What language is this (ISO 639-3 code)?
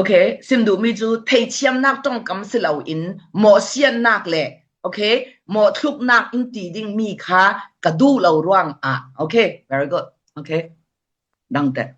cfm